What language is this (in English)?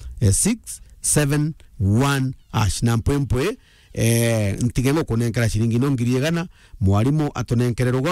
Meru